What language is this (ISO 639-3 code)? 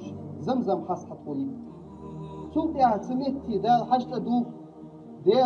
inh